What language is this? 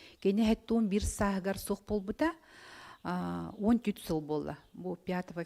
Yakut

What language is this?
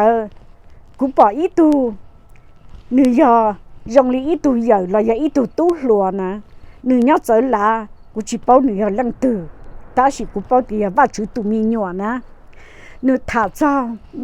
Hmong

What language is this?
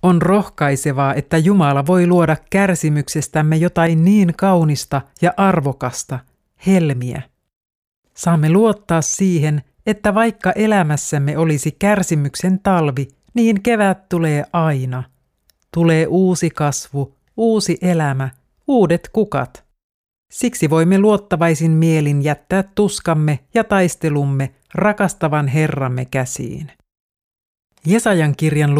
Finnish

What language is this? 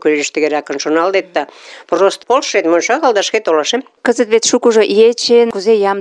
Mari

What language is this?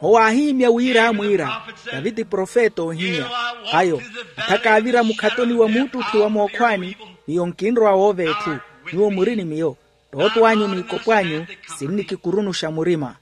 Makhuwa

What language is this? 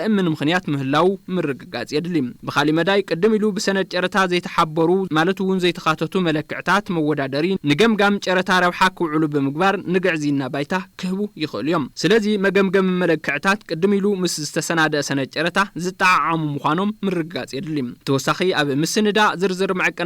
Tigrinya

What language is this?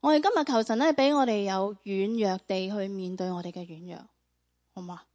Cantonese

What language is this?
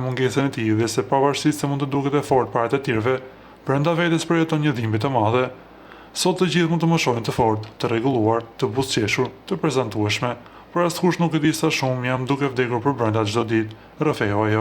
Albanian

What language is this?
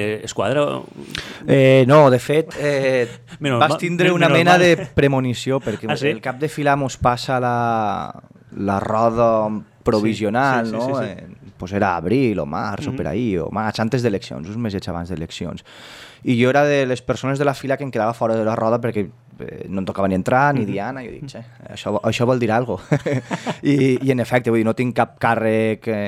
Catalan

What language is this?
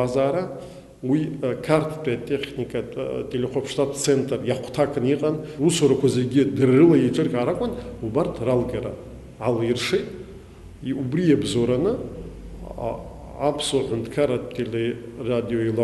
Abkhazian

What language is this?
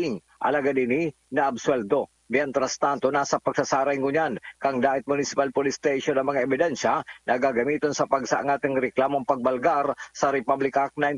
Bikol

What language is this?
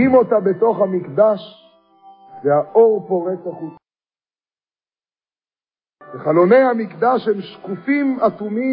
Hebrew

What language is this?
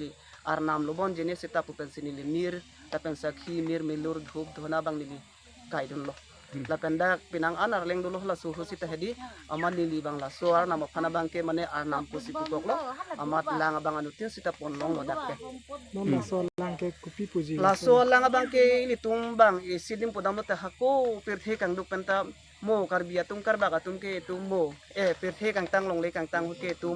Karbi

